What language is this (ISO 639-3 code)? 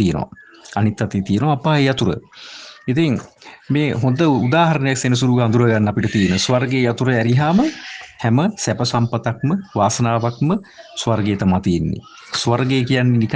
sin